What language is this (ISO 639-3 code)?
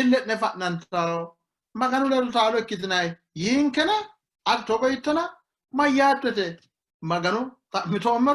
sid